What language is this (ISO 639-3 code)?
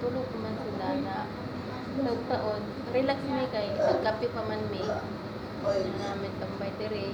ceb